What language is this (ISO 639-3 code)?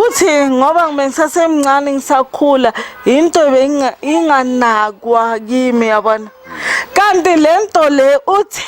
zul